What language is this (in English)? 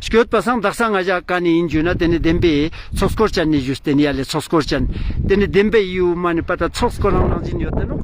Ladakhi